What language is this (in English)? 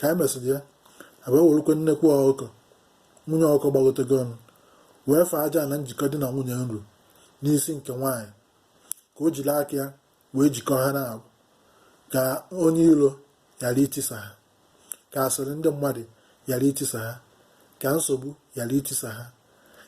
Igbo